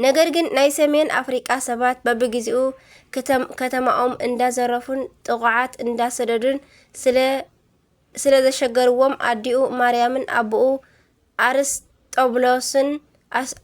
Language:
Tigrinya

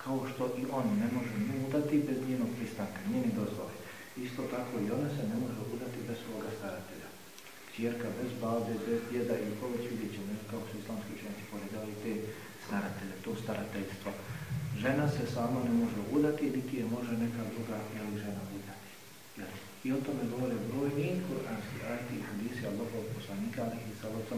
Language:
Bosnian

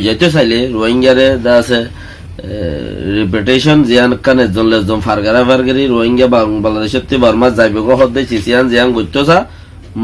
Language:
Rohingya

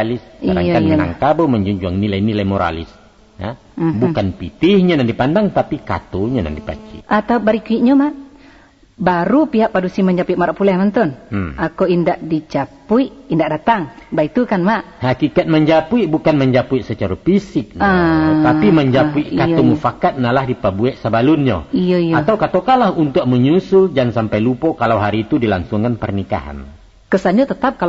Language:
Minangkabau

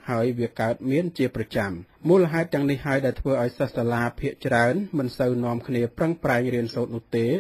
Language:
Khmer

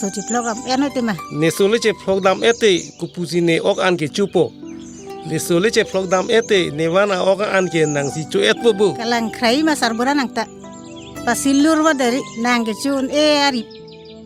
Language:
Karbi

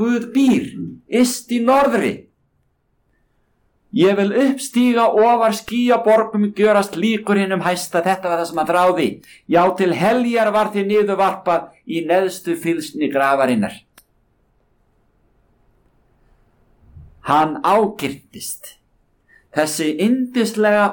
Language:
Icelandic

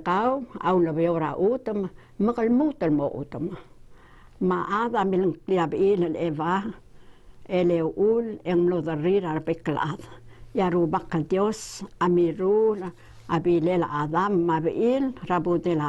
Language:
Palauan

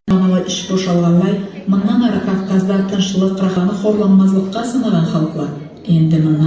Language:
Karachay-Balkar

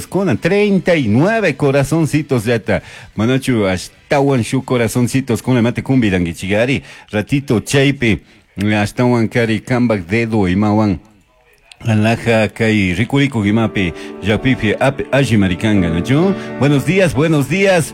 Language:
Chimborazo Highland Quichua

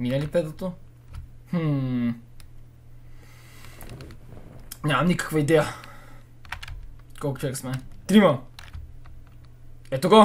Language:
Bulgarian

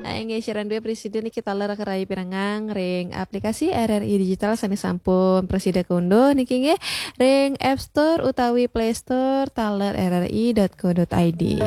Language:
Balinese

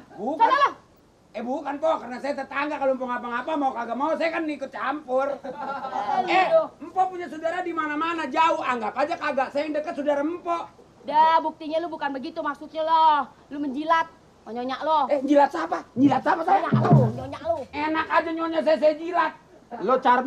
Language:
Betawi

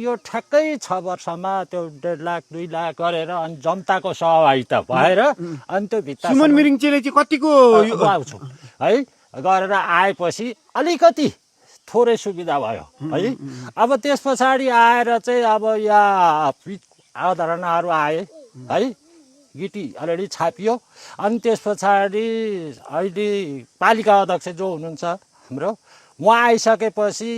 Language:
Nepali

